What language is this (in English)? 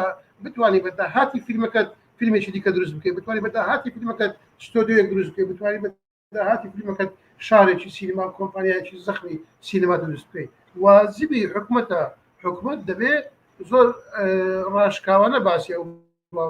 Central Kurdish